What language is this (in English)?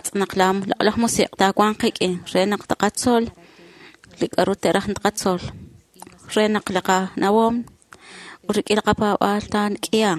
Kekchí